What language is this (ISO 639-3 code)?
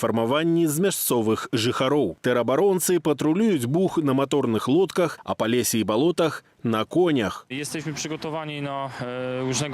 bel